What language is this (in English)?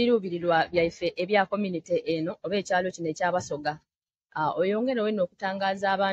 Soga